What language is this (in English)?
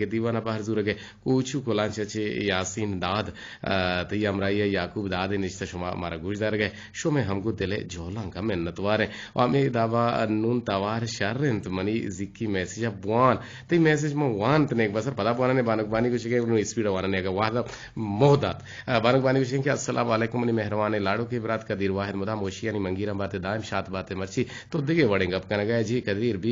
Eastern Balochi